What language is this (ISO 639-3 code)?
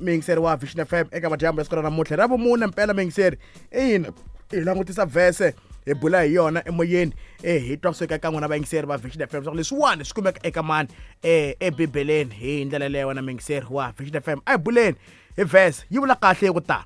tso